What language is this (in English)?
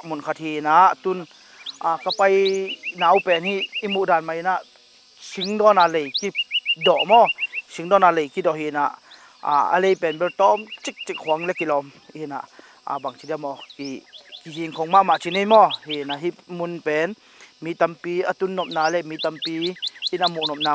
Tedim Chin